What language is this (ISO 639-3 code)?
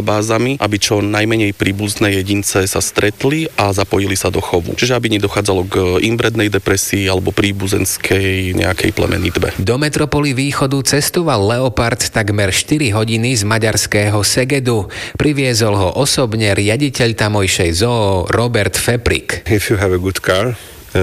slk